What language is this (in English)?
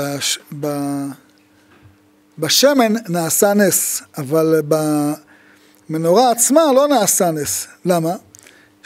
Hebrew